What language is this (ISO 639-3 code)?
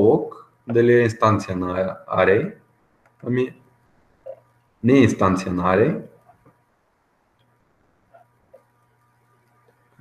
bul